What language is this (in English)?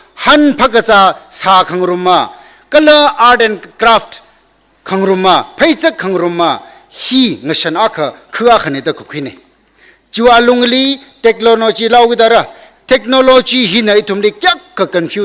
Tangkhul Naga (India)